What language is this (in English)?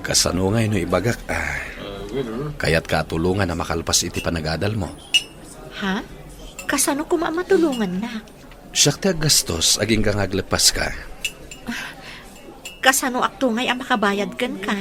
Iloko